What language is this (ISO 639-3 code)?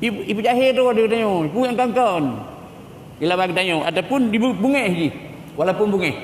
ace